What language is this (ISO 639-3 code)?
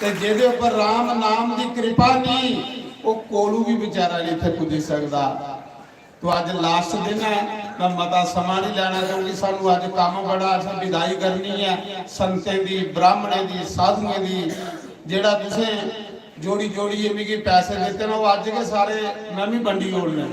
doi